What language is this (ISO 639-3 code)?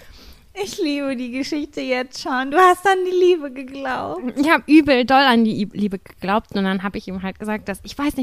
deu